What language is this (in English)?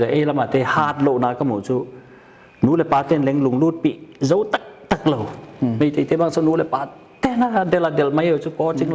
Paite Chin